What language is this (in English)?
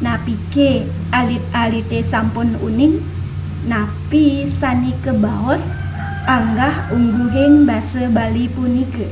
Balinese